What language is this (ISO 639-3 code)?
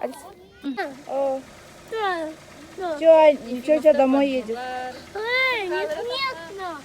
sah